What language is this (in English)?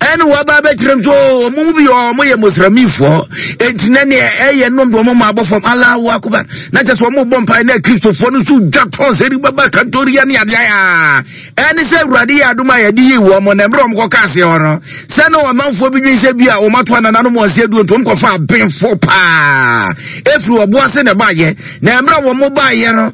Akan